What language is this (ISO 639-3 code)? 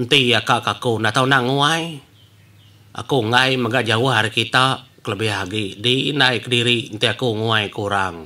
iba